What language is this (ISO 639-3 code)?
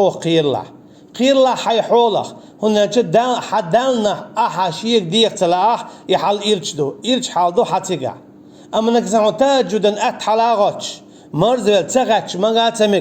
che